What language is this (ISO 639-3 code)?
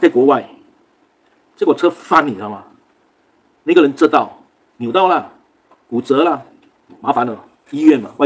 zho